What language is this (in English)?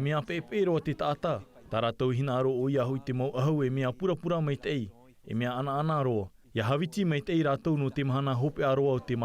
Tahitian